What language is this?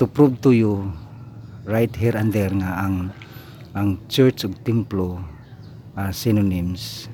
Cebuano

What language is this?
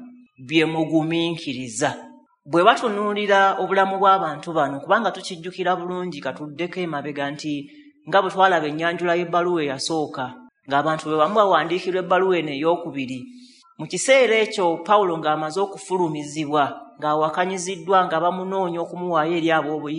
Ganda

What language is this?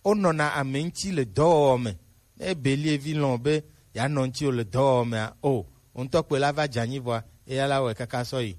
Gen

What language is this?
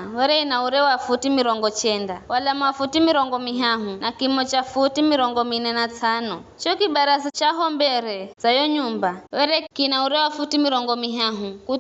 Giryama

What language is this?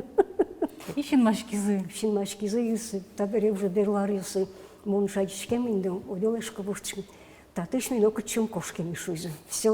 Udmurt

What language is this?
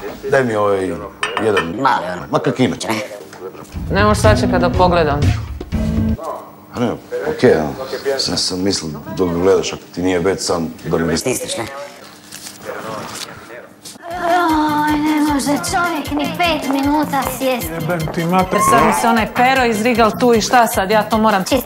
Croatian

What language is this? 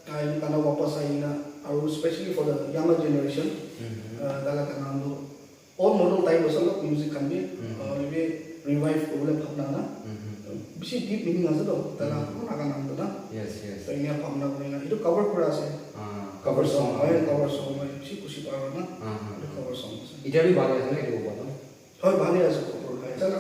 Naga Pidgin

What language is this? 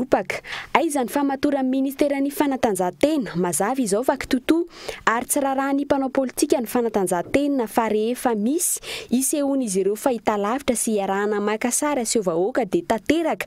Malagasy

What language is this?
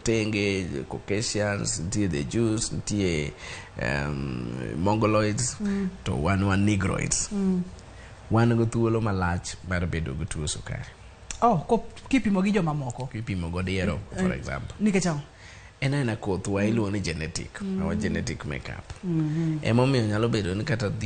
Luo (Kenya and Tanzania)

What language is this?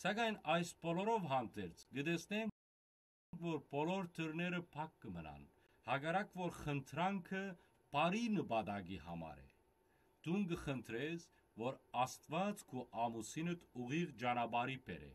Western Armenian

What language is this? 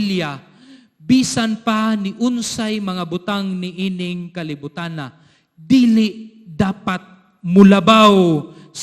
Cebuano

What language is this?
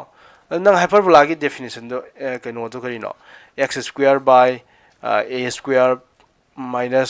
Manipuri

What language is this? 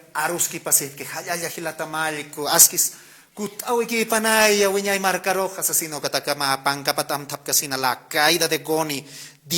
Aymara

